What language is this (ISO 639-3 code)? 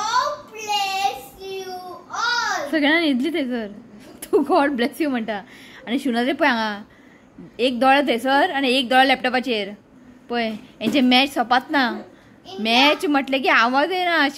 kok